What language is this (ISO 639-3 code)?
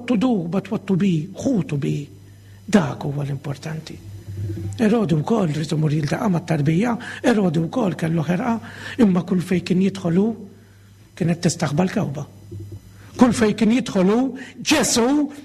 mlt